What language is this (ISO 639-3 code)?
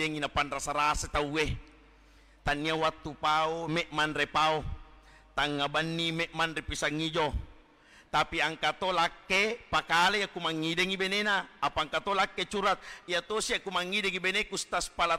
bug